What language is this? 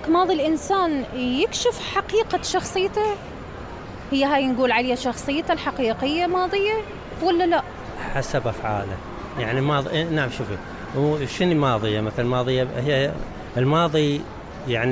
Mesopotamian Arabic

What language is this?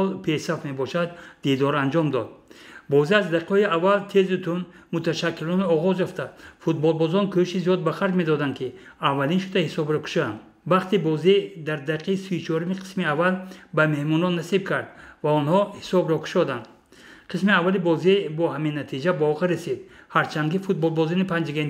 Tajik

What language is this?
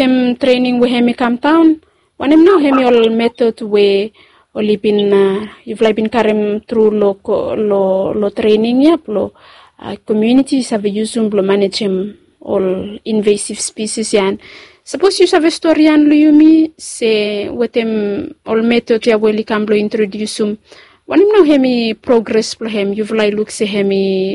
Bislama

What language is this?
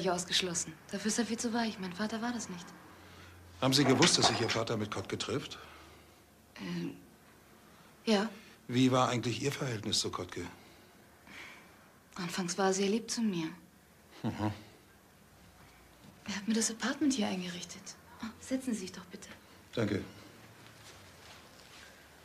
German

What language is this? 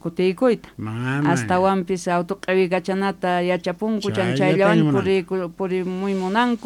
South Bolivian Quechua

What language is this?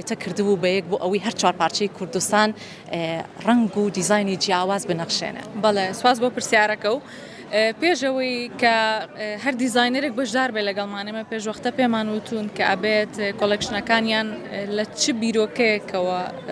Central Kurdish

